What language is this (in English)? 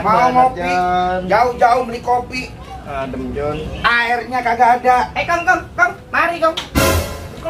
Betawi